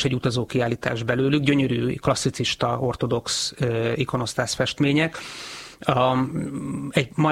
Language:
Hungarian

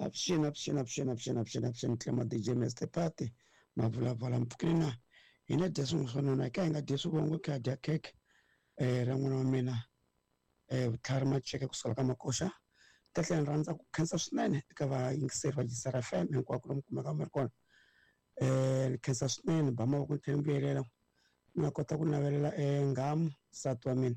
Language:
Tsonga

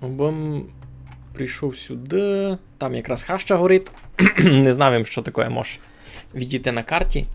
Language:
Rusyn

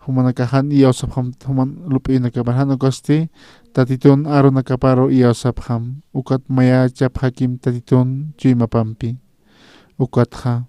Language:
Aymara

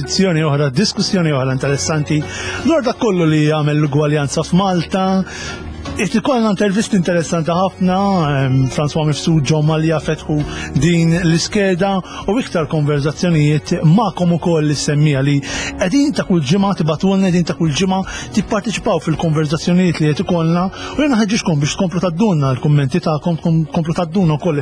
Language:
Maltese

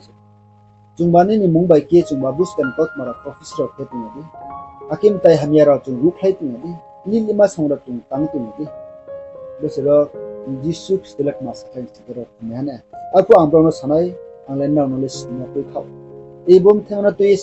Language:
Riang (India)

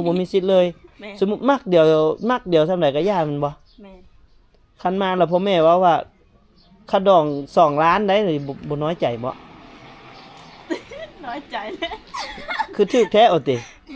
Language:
Lao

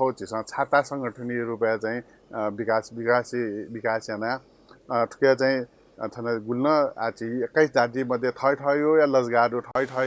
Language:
Newari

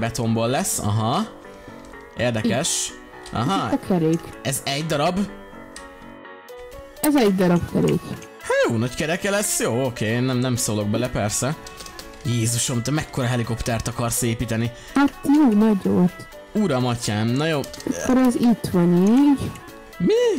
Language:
Hungarian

